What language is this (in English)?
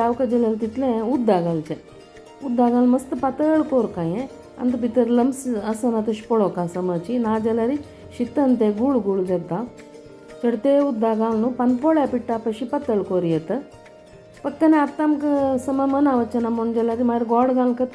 Konkani